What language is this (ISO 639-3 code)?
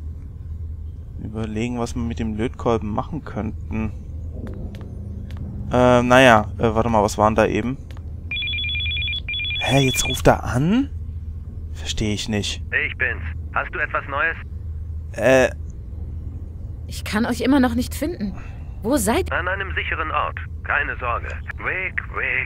deu